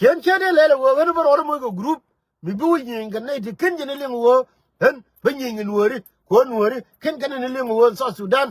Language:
Nuer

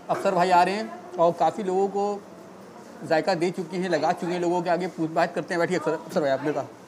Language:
Hindi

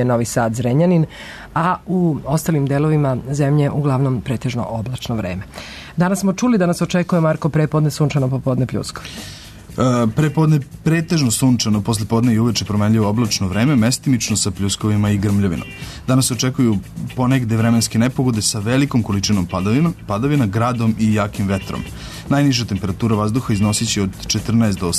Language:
Serbian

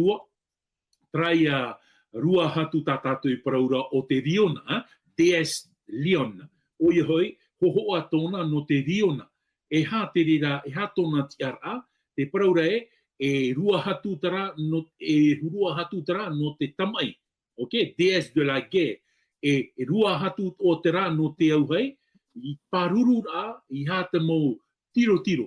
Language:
Tahitian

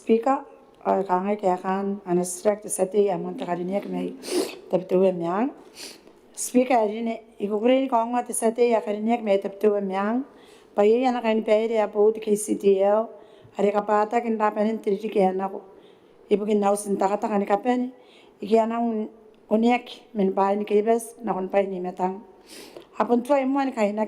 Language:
Gilbertese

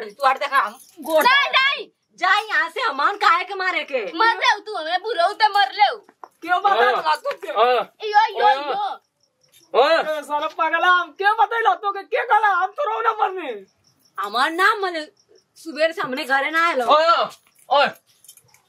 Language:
Bhojpuri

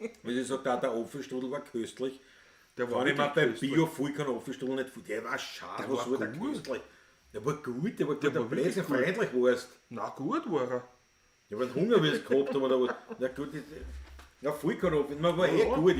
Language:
Bavarian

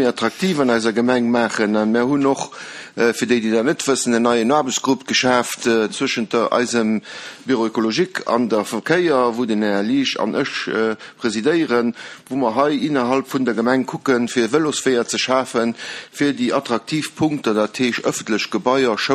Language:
Luxembourgish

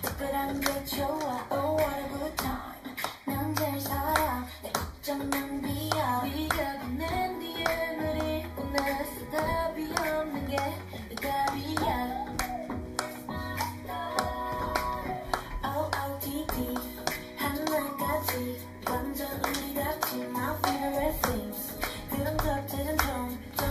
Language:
Korean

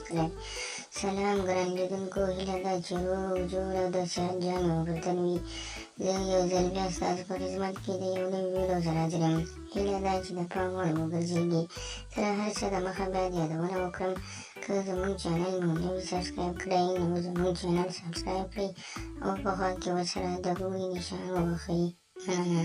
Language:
Pashto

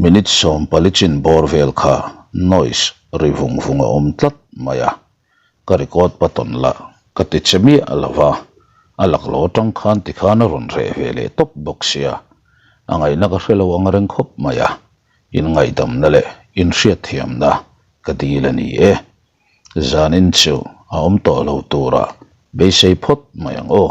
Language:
Mizo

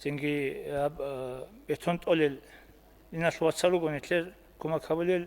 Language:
Avaric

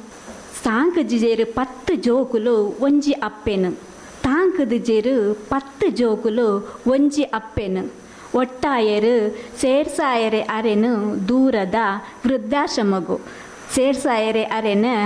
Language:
Tulu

